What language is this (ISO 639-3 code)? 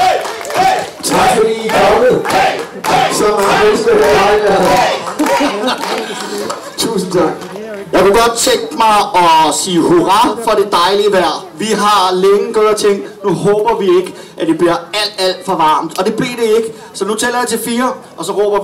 dan